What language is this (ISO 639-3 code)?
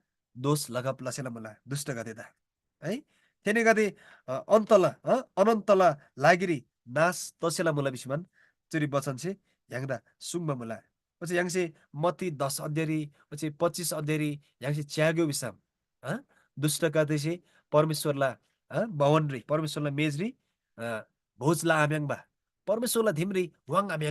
taj